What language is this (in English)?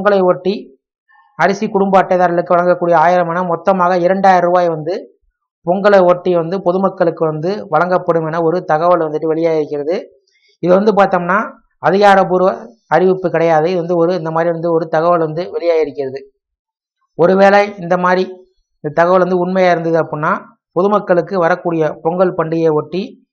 Tamil